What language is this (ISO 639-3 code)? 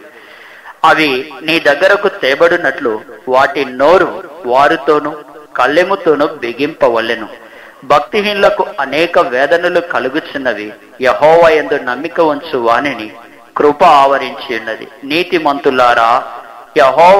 tel